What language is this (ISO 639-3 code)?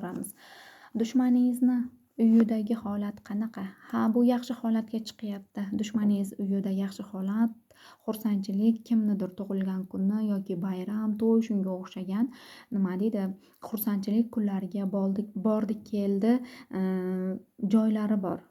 uzb